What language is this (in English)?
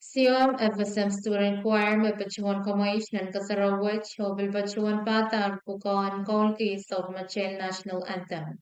Pohnpeian